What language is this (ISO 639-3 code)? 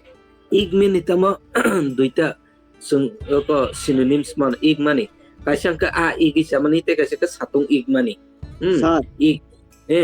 trp